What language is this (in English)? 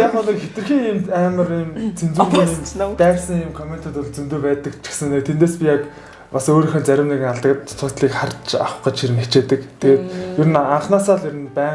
Mongolian